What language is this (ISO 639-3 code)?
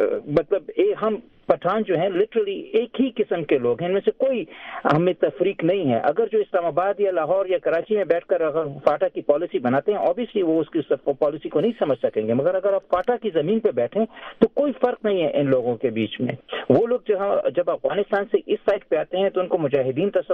urd